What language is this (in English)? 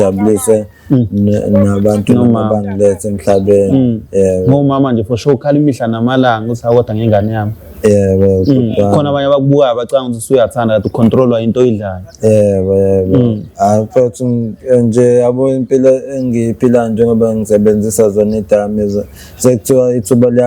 Zulu